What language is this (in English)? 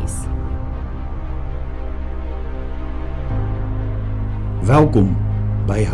Afrikaans